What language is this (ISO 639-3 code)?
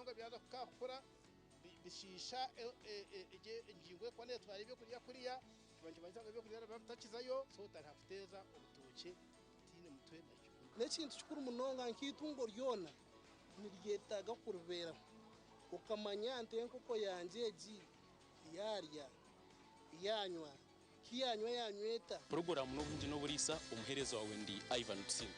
nyn